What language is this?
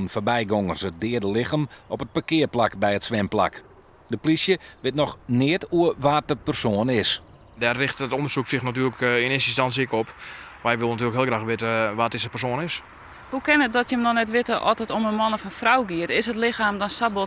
Western Frisian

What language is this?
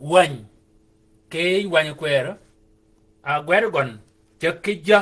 Shilluk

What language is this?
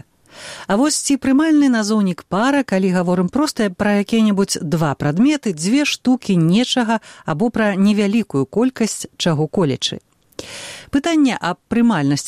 Belarusian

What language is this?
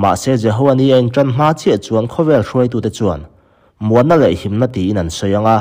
Mizo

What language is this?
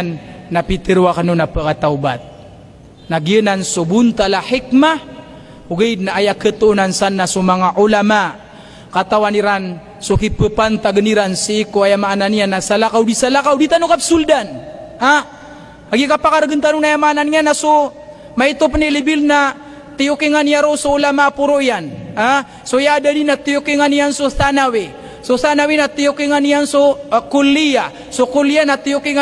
Maranao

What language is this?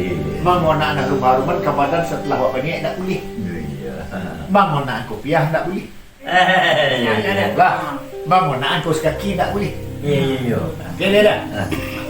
Minangkabau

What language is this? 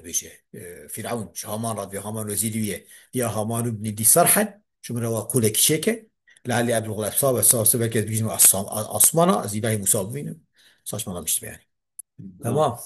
Kurdish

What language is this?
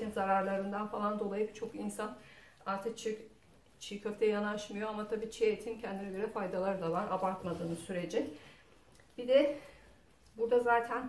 Turkish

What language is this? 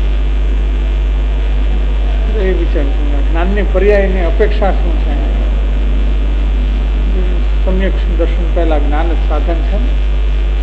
Gujarati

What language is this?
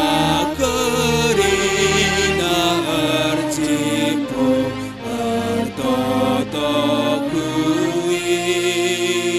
Batak Karo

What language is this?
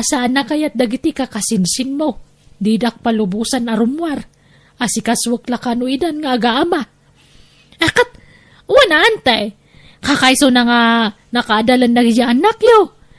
Iloko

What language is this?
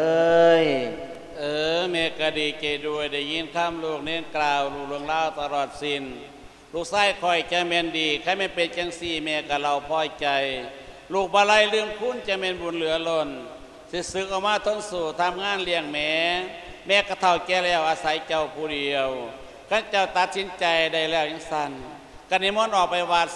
Lao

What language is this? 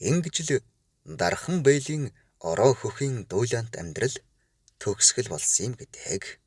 Mongolian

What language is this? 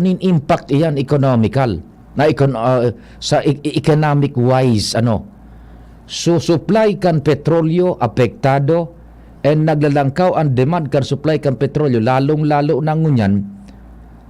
Bikol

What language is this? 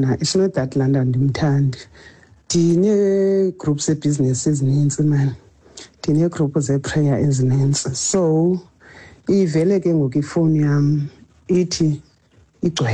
Xhosa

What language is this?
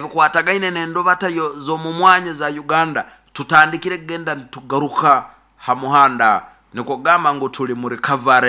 Nyoro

